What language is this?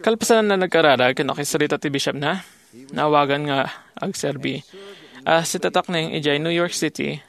Iloko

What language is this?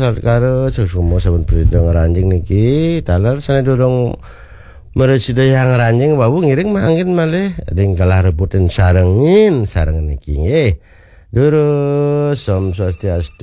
Balinese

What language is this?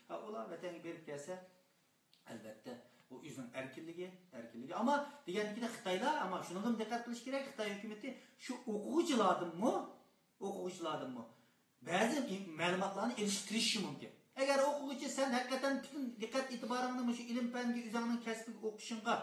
Uyghur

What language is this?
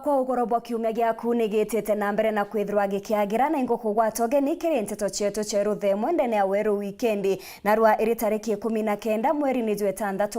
Meru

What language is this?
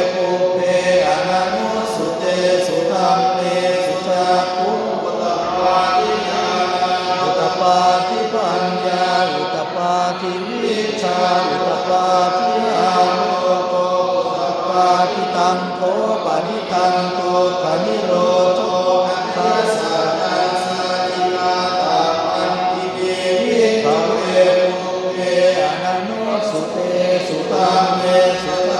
Pali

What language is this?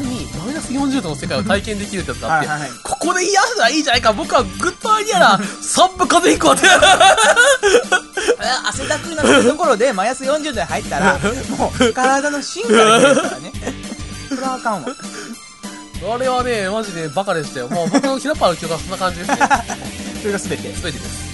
Japanese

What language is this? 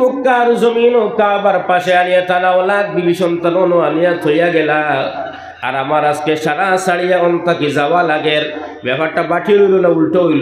Sylheti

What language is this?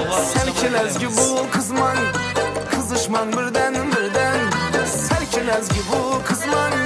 Kara-Kalpak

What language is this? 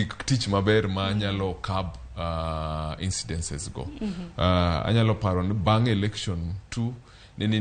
Luo (Kenya and Tanzania)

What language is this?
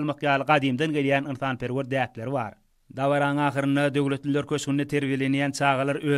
Turkmen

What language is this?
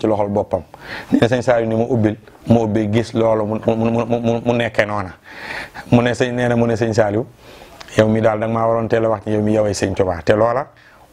Wolof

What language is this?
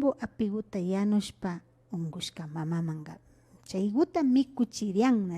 Imbabura Highland Quichua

